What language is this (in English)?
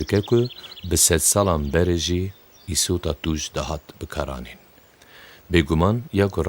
Kurdish